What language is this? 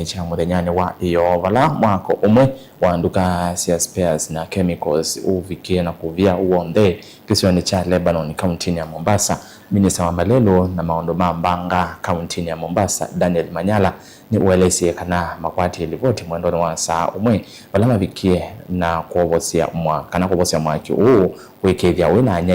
Kamba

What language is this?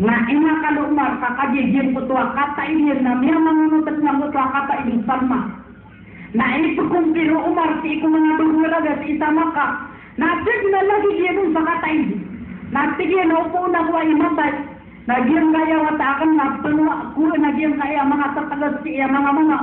Maranao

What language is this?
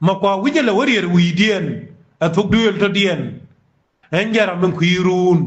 Nuer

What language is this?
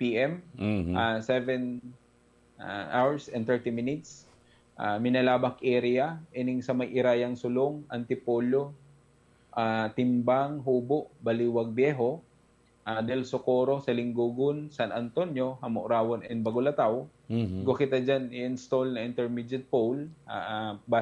Bikol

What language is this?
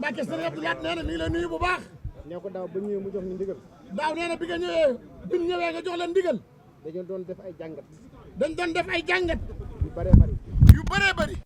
Wolof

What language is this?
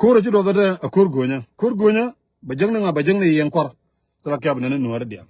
Nuer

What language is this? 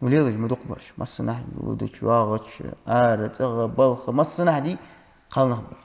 Ingush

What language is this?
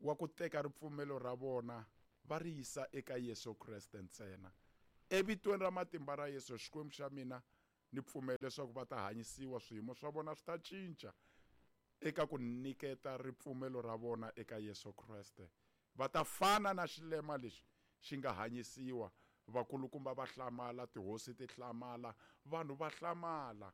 Tsonga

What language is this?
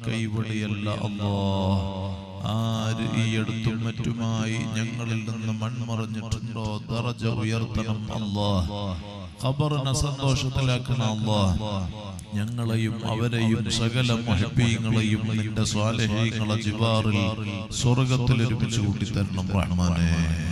Malayalam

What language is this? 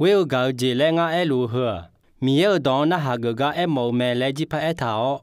Akha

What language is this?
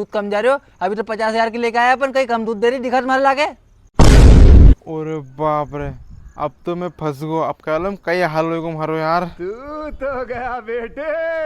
Rajasthani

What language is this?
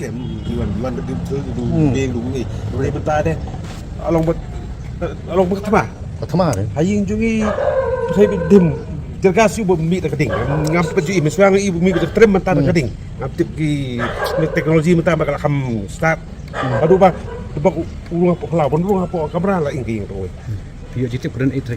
Khasi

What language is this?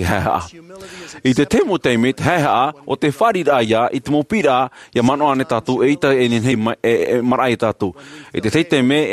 Tahitian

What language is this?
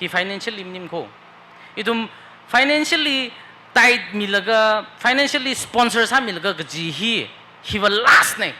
Tangkhul Naga (India)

